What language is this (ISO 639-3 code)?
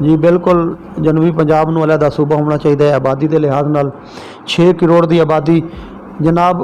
skr